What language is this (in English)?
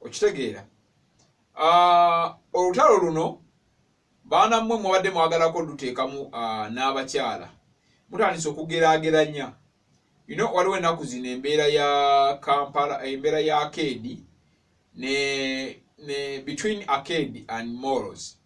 Ganda